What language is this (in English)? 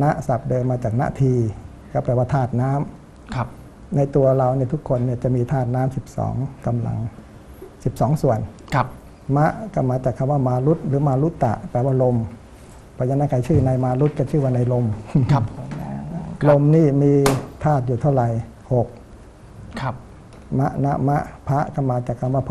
Thai